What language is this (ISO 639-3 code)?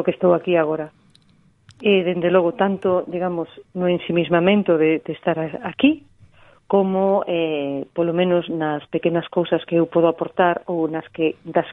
glg